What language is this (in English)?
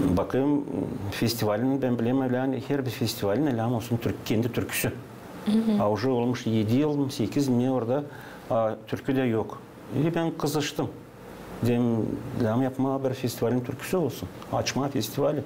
Gagauz